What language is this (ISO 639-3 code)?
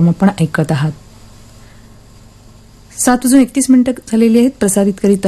mar